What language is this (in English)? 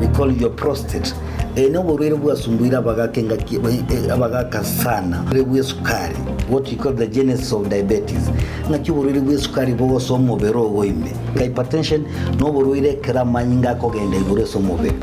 Gusii